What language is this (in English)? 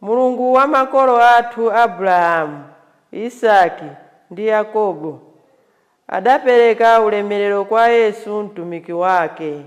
Nyanja